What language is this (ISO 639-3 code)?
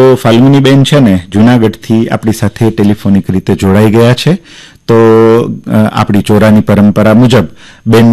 guj